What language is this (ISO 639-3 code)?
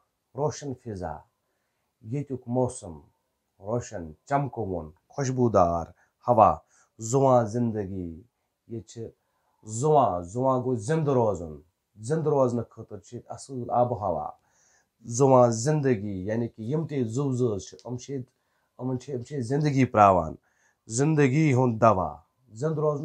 kas